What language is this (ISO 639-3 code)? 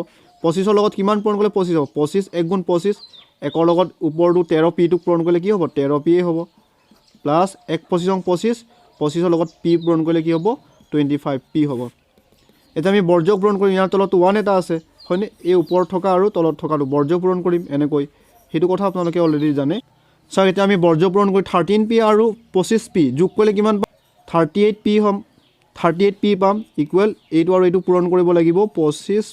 asm